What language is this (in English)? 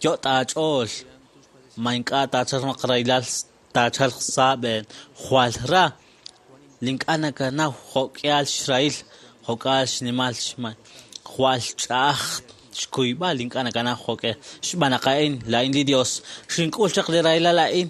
Kekchí